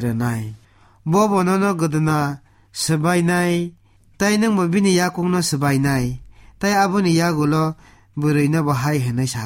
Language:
Kok Borok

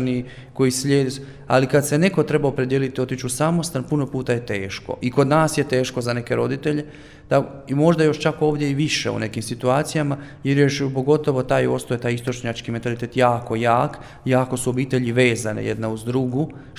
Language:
Croatian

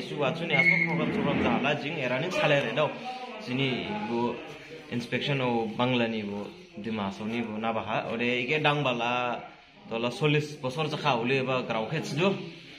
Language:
Dimasa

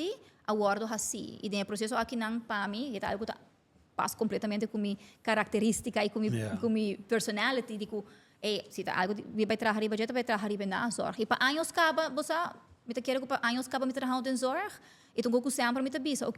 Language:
Papiamento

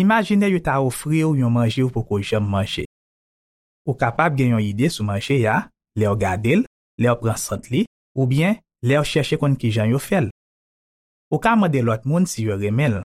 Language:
Haitian Creole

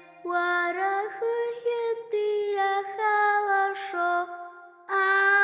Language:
Abkhazian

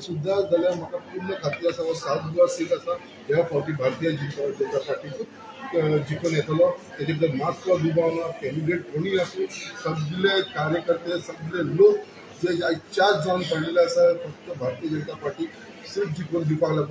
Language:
Konkani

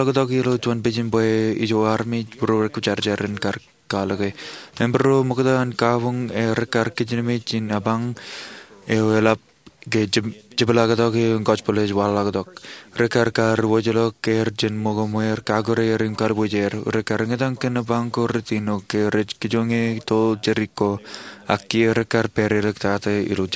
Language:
Marshallese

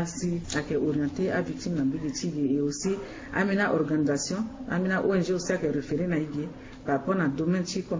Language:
Sango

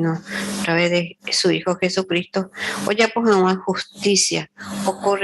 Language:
Guarani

